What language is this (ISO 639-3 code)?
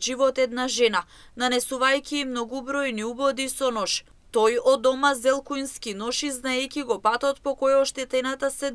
mkd